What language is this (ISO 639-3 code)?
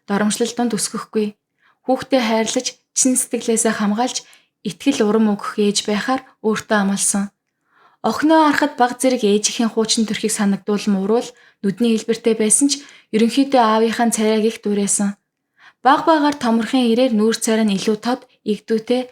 mon